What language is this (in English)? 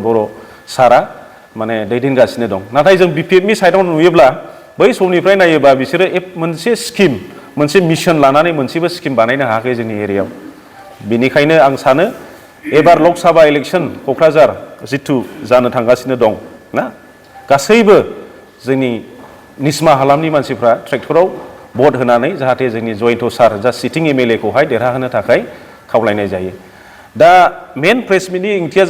Bodo